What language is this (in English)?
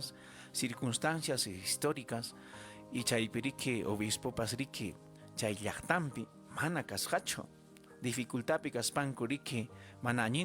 Ayacucho Quechua